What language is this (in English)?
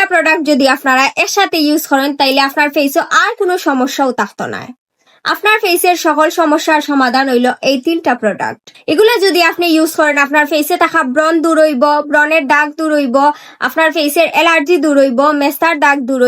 Sylheti